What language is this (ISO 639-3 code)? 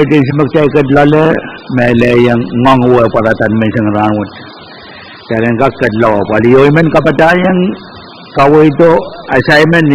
pon